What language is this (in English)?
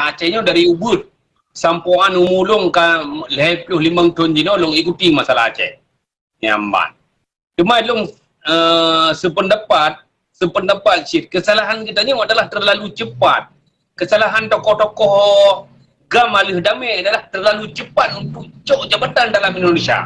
Achinese